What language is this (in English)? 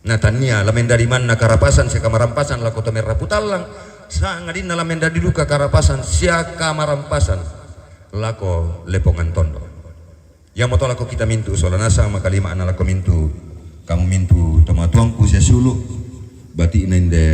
Toraja-Sa'dan